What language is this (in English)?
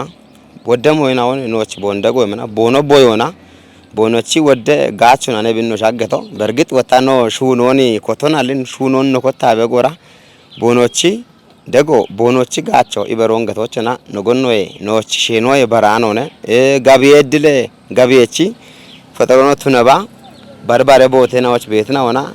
Kafa